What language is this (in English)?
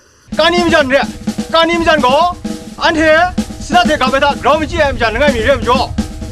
Kachin